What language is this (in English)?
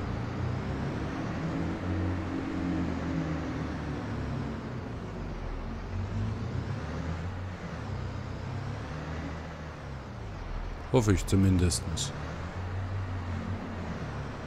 German